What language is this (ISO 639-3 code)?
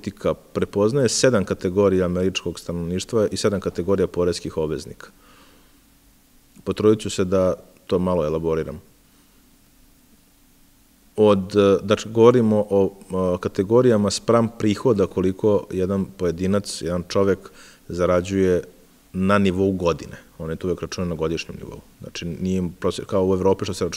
srp